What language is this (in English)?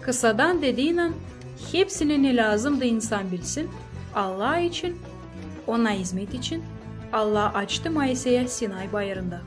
Gagauz